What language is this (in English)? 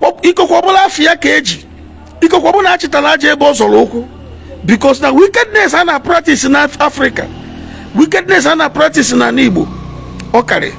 Igbo